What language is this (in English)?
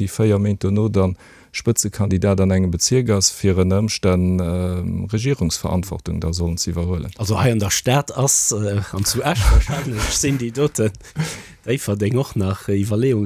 Luxembourgish